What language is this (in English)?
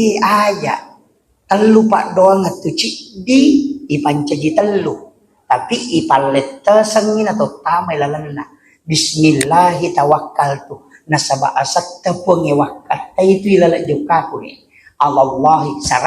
Buginese